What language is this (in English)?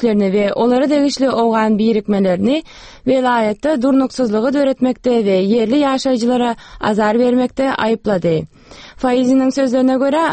Turkmen